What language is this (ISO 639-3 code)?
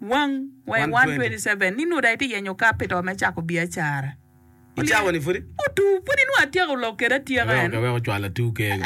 ach